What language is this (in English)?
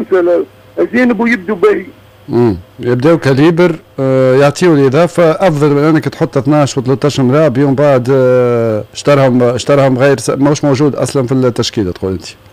Tunisian Arabic